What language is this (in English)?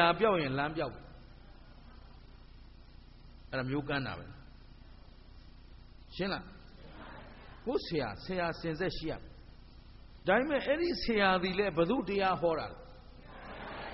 Burmese